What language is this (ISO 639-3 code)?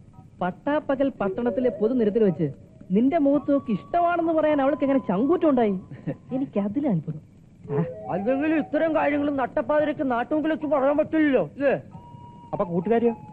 mal